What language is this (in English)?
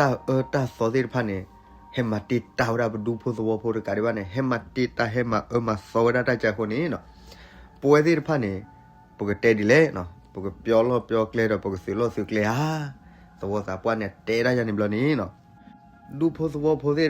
S'gaw Karen